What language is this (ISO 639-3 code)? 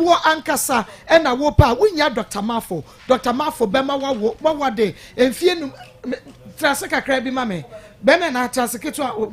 aka